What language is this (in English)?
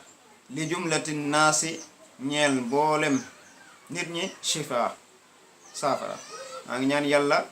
Wolof